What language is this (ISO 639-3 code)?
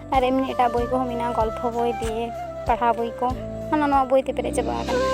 sat